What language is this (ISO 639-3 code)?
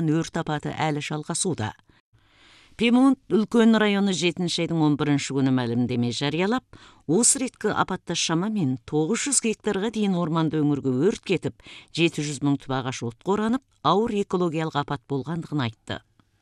kaz